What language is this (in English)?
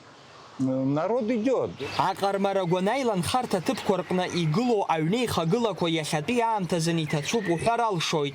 Abkhazian